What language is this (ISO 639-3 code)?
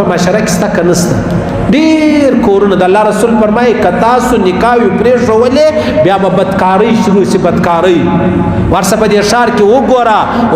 pus